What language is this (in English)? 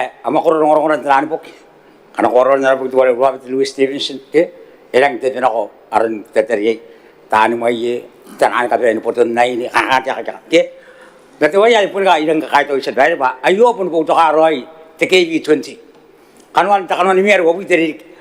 Gilbertese